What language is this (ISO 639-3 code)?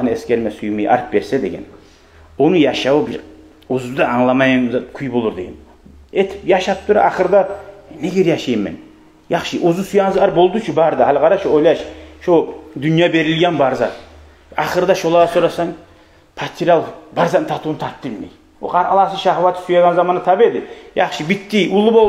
kum